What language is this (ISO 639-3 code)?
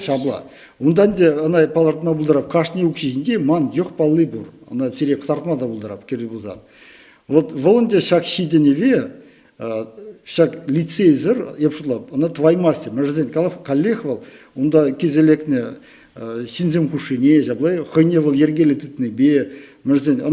chv